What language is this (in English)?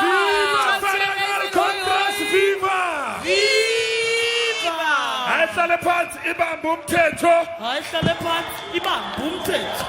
Tswana